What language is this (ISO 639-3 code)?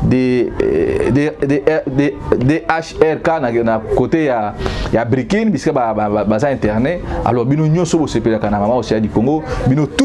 lin